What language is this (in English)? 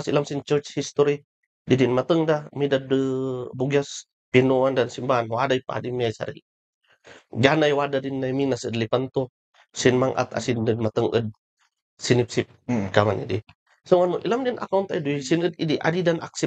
Kankanaey